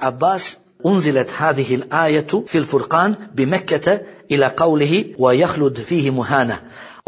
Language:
Bosnian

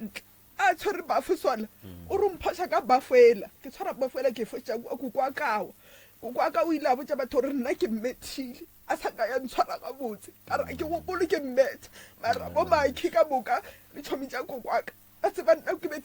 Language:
Northern Sotho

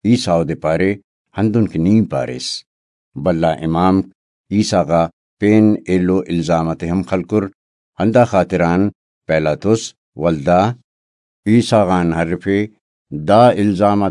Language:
Brahui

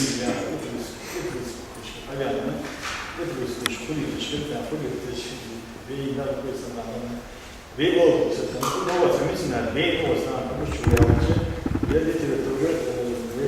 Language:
Ingush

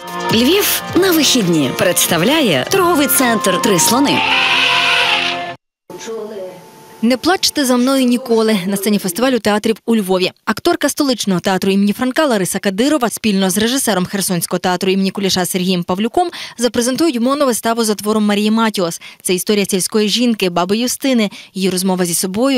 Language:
Ukrainian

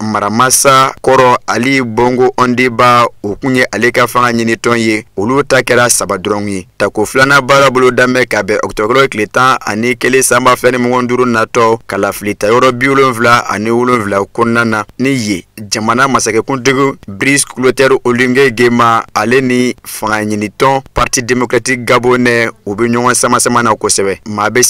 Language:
Bambara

